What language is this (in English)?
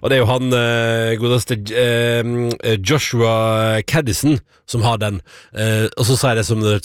Norwegian